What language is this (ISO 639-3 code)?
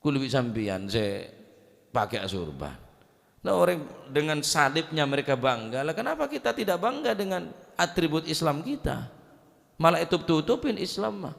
mad